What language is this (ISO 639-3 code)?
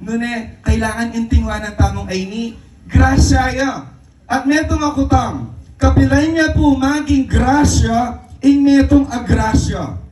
pam